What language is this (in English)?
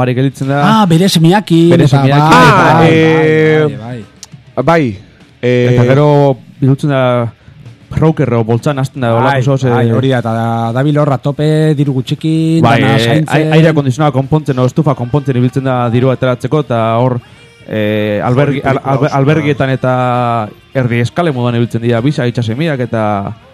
Basque